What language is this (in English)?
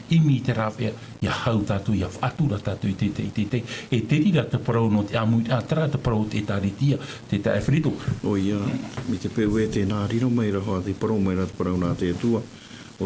Tahitian